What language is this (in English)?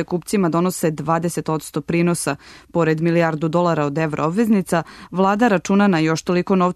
Serbian